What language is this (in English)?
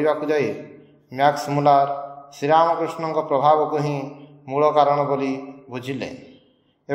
Odia